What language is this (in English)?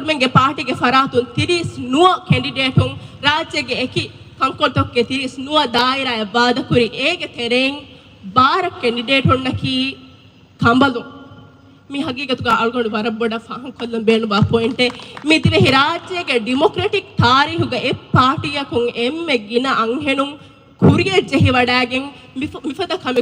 Divehi